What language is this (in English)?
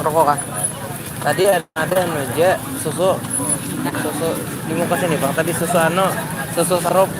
Banjar